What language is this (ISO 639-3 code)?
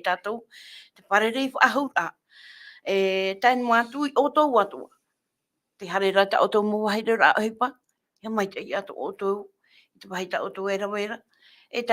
tah